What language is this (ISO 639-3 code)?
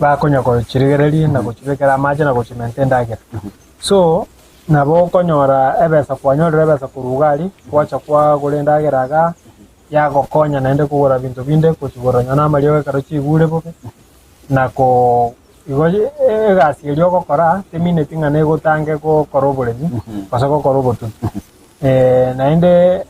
guz